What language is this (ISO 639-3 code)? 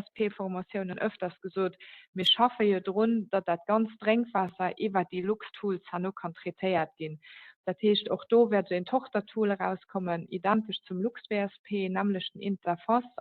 ltz